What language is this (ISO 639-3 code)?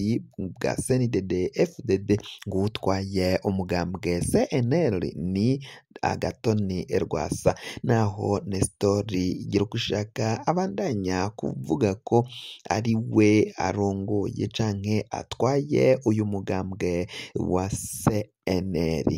run